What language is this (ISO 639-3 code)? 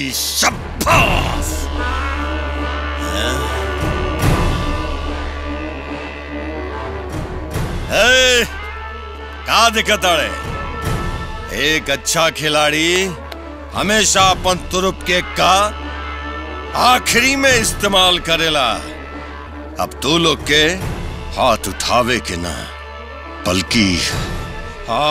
bho